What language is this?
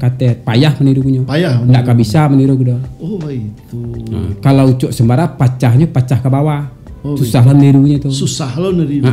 Minangkabau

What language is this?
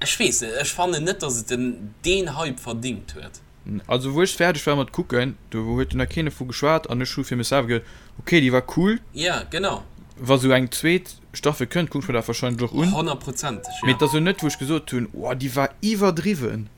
Luxembourgish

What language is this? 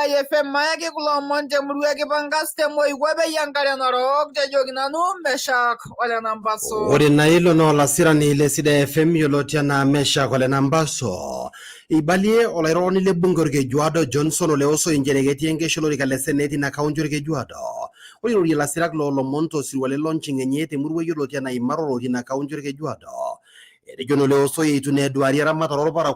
Masai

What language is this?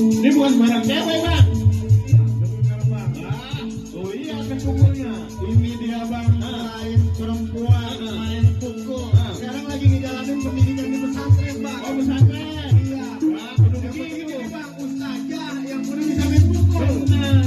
Betawi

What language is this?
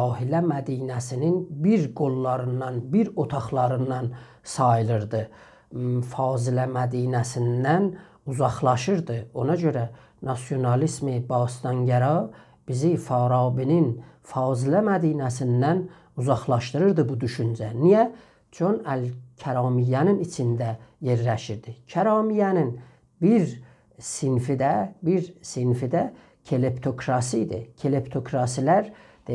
South Azerbaijani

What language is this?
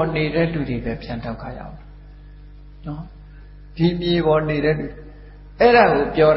Burmese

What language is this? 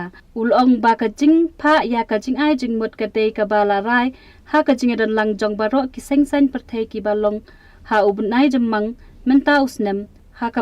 Khasi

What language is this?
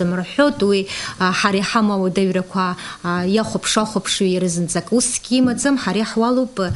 Abkhazian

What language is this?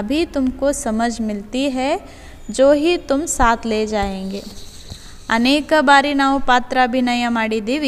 Kannada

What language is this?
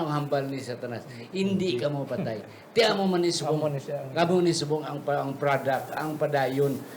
Hiligaynon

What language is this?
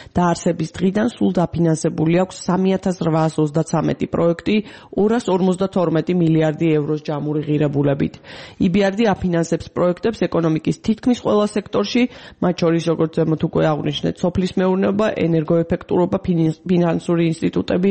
Georgian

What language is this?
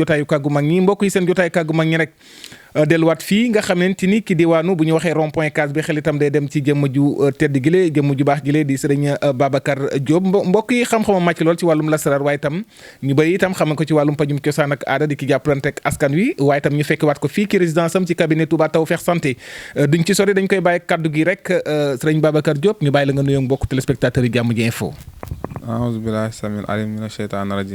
Wolof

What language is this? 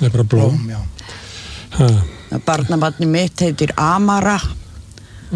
Icelandic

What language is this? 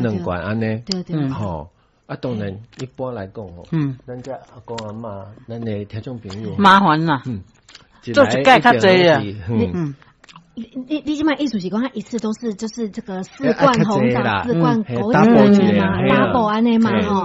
Min Nan Chinese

